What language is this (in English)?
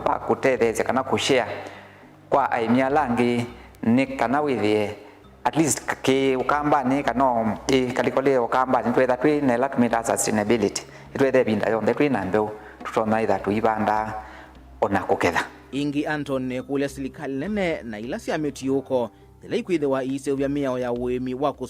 Kamba